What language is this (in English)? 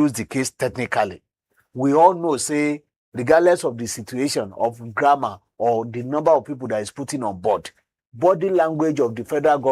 Nigerian Pidgin